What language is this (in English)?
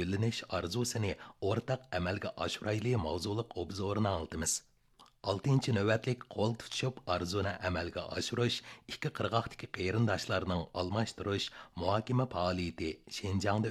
Uyghur